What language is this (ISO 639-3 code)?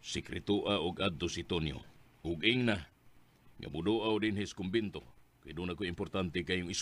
ceb